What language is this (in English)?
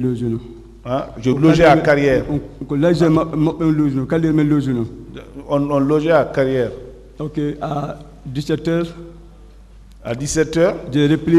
French